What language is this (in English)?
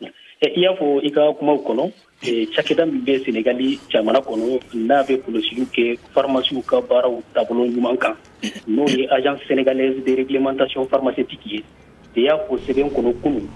Bambara